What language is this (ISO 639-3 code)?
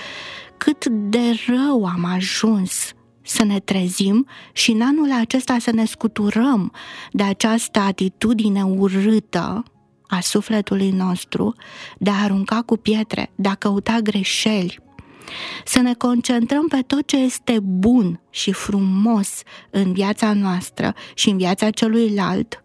ron